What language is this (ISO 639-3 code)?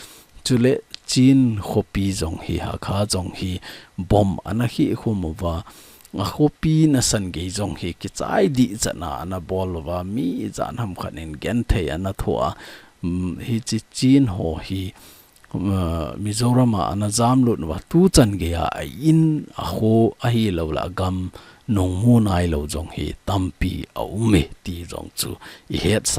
tcz